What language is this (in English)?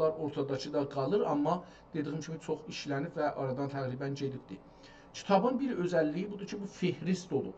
South Azerbaijani